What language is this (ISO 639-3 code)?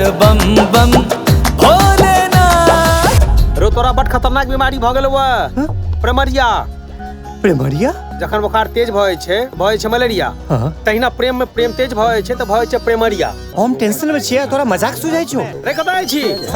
mai